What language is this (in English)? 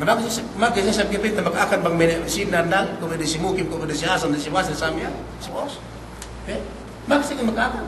Yakan